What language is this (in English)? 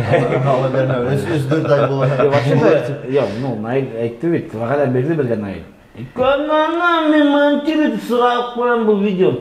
Bashkir